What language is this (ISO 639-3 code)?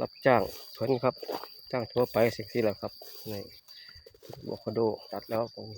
tts